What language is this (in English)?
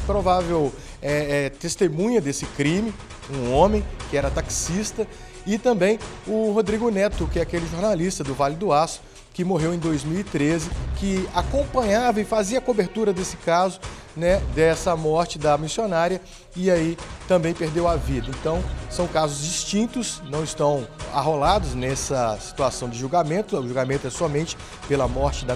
Portuguese